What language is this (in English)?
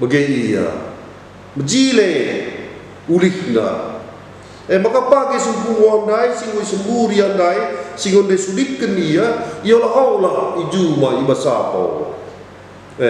Batak Karo